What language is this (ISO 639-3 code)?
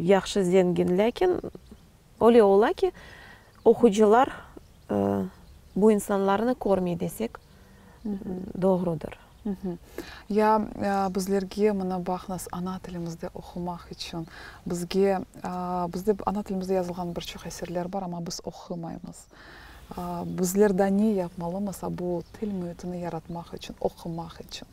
crh